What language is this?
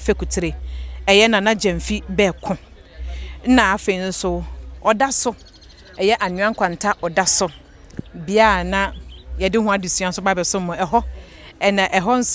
Akan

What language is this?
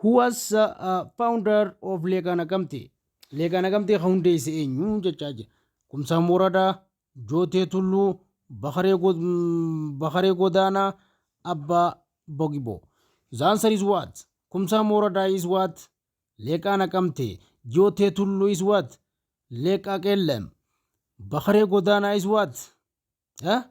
Oromo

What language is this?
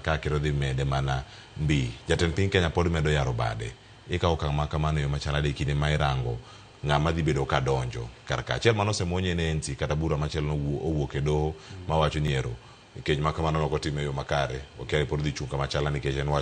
Luo (Kenya and Tanzania)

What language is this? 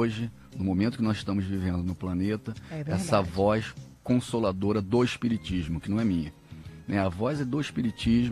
Portuguese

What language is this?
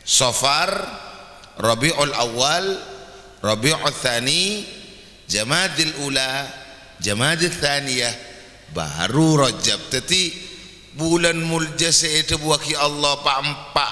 Madurese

